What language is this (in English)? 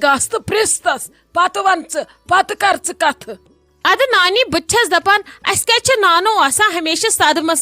Kashmiri